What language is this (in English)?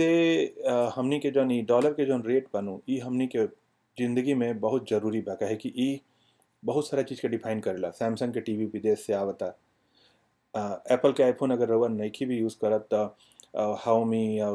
Bhojpuri